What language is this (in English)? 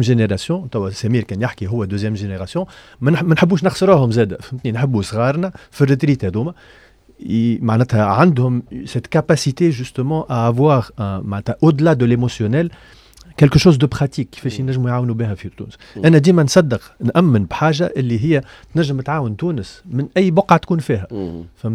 Tunisian Arabic